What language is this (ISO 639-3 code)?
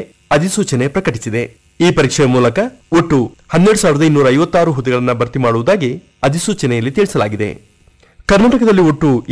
kan